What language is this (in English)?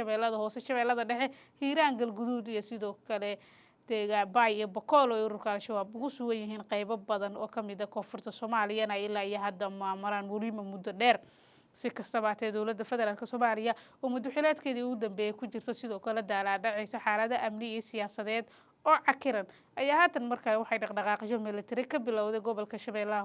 Somali